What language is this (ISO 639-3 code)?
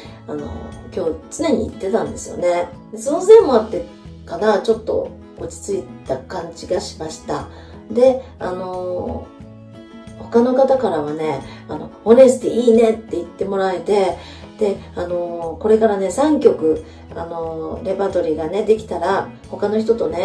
jpn